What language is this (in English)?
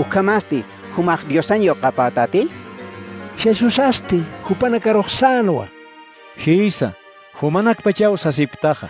Aymara